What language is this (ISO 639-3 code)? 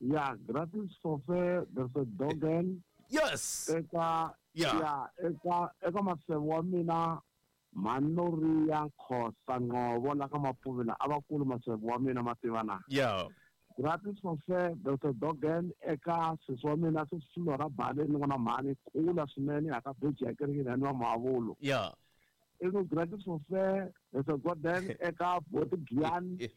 tso